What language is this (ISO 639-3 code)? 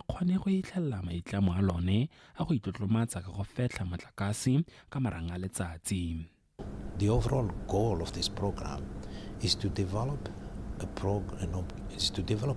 tsn